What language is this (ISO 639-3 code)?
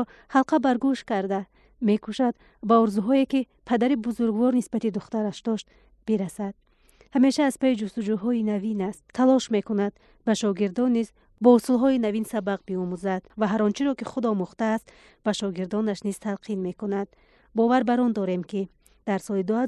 tgk